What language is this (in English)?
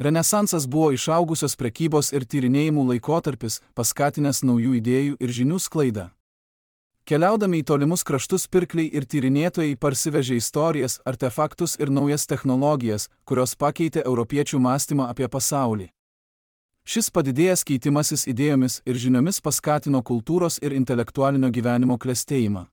Lithuanian